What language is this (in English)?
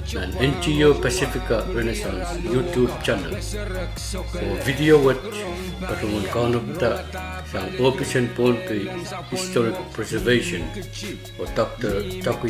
Pohnpeian